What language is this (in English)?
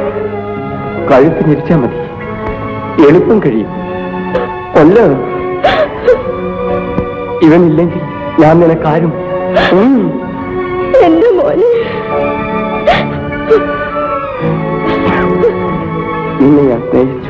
Malayalam